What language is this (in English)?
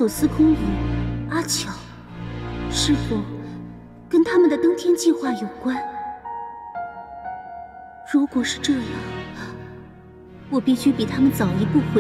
Chinese